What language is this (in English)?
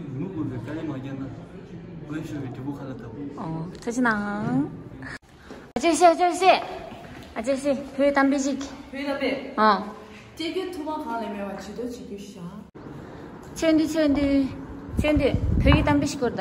Tibetan